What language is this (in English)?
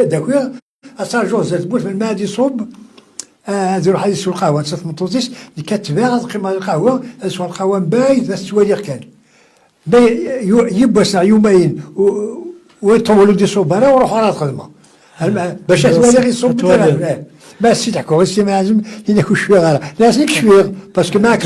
Kabyle